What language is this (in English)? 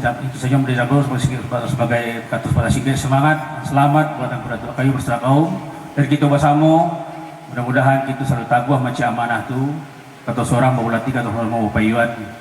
Minangkabau